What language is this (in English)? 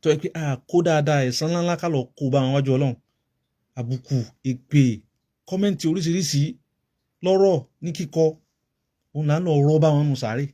Yoruba